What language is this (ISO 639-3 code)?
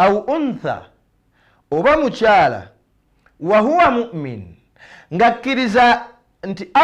lug